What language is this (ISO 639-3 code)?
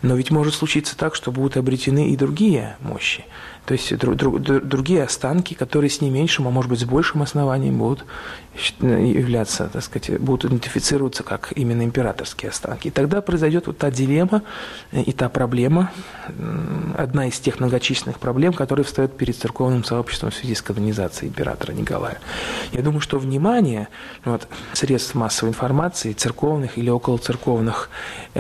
rus